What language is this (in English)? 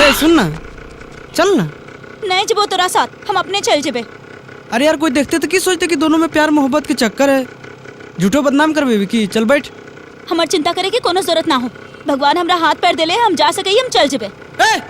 Magahi